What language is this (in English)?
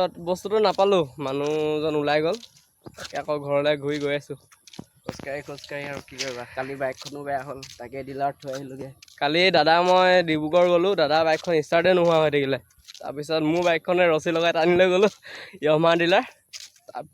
Assamese